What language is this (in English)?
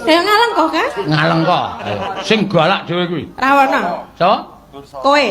Javanese